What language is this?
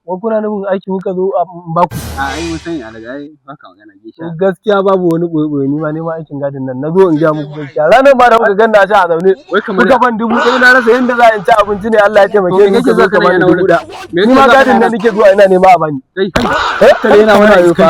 Hausa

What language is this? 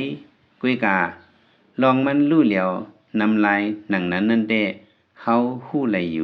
Lao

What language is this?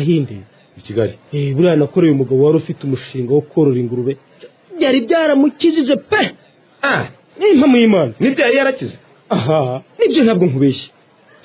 Kinyarwanda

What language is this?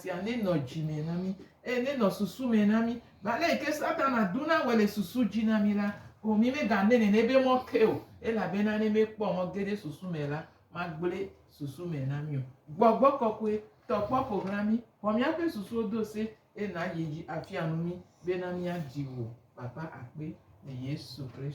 Gen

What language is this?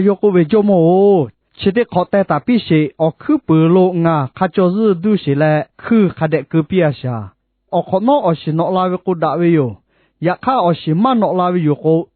Lahu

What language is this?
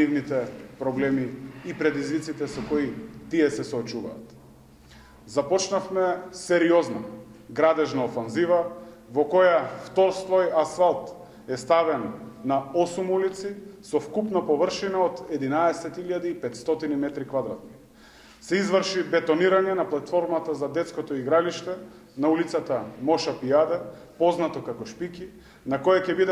Macedonian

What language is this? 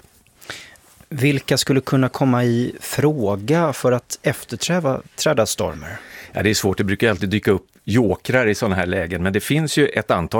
Swedish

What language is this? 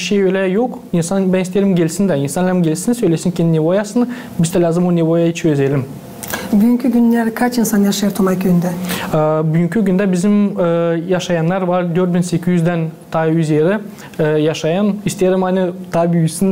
Gagauz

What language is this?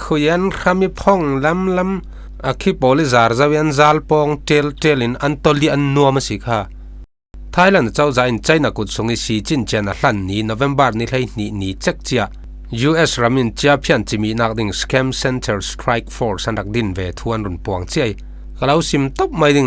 Falam Chin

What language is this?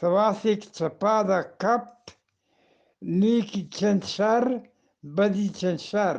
Eastern Balochi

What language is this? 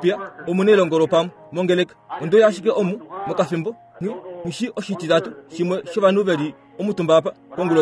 Kuanyama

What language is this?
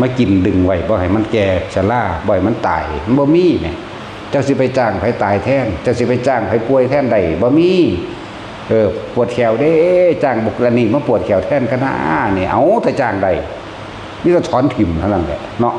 Northeastern Thai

